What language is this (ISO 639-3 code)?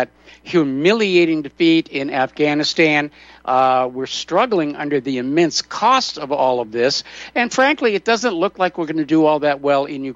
eng